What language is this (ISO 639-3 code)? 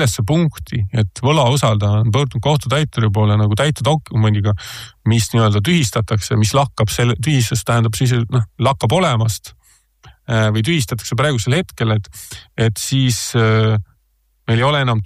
est